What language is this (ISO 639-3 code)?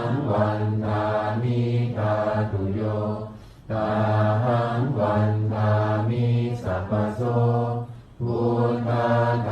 pli